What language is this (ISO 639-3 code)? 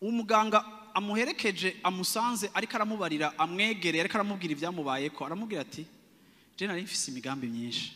run